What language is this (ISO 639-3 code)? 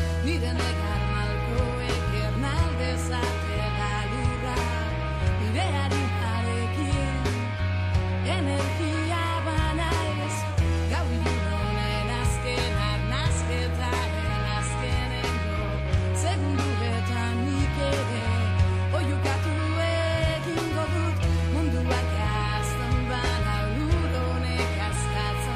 eus